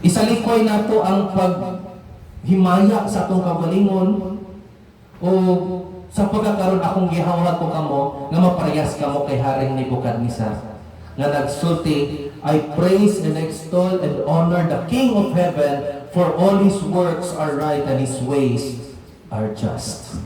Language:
Cebuano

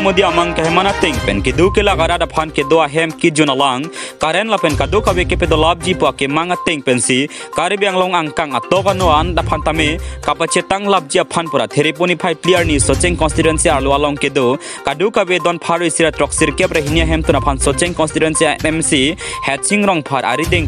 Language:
Karbi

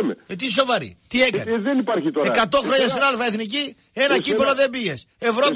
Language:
Greek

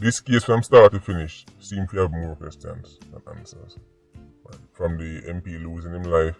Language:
Jamaican Creole English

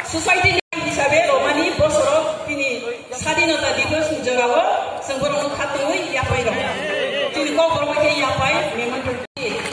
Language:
Kok Borok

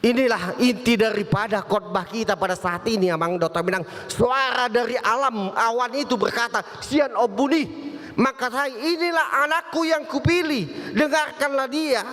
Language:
Batak Toba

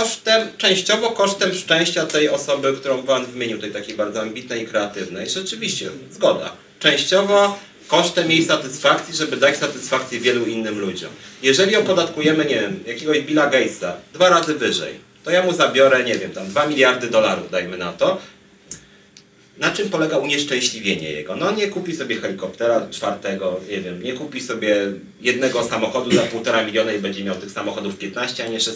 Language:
Polish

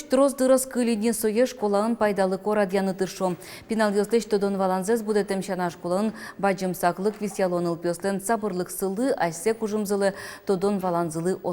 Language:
Udmurt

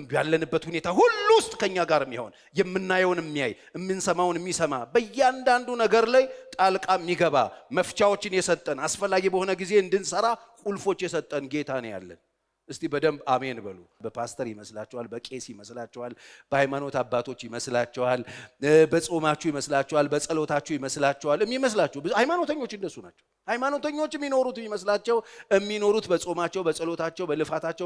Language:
Amharic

